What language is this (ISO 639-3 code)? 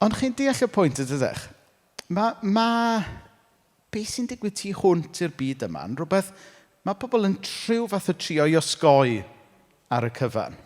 cym